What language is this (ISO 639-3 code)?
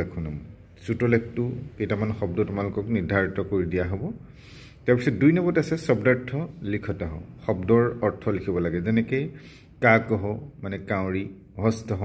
asm